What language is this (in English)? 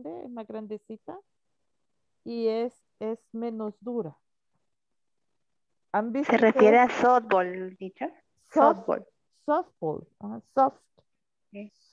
Spanish